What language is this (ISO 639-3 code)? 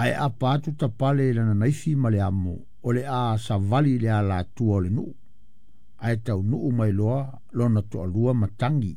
smo